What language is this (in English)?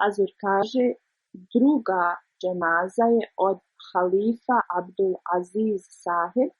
Bosnian